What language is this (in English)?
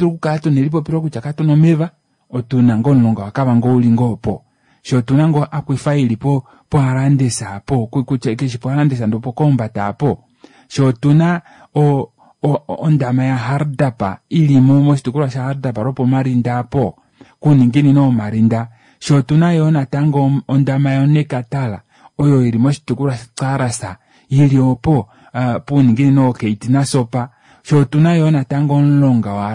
Kuanyama